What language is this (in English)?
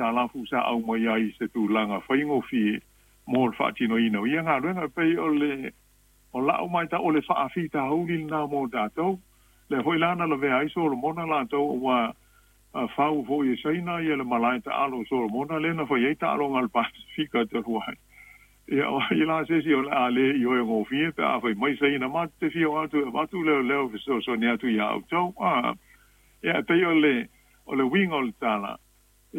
Samoan